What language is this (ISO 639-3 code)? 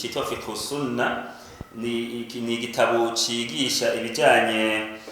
run